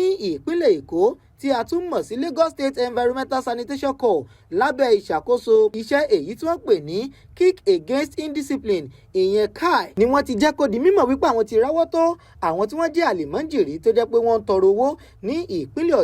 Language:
Yoruba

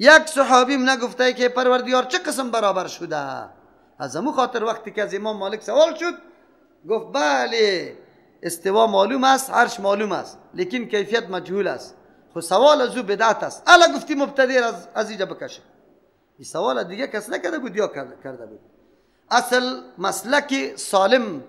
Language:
Persian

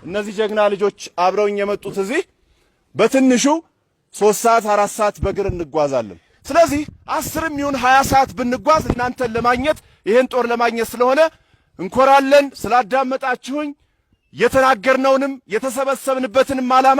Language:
Amharic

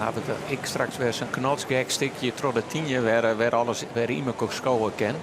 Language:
Western Frisian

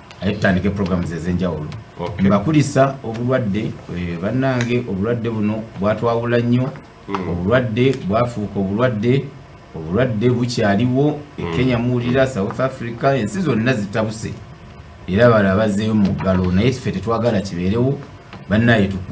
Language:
Ganda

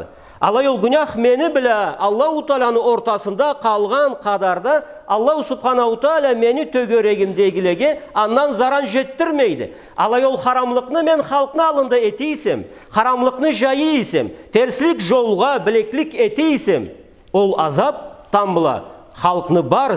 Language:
Karachay-Balkar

